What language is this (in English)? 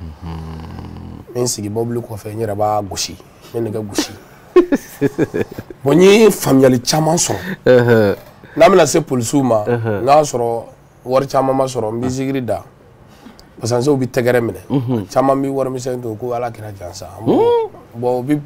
Bambara